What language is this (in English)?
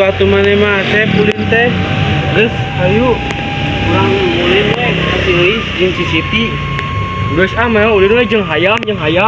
Sundanese